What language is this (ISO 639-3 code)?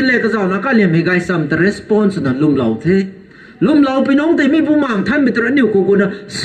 nbu